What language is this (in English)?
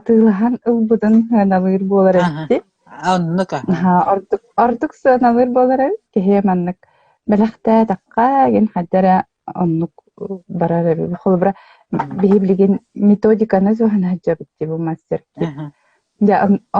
Yakut